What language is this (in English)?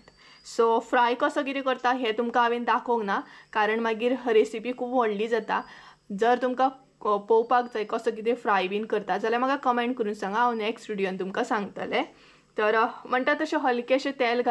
Konkani